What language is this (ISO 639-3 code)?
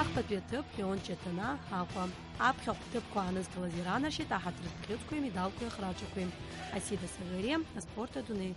abk